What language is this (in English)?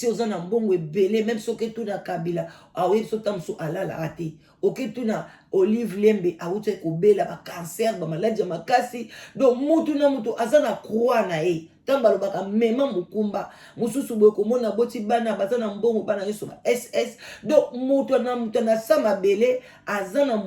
Lingala